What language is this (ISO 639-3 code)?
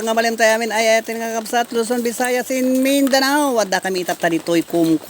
ilo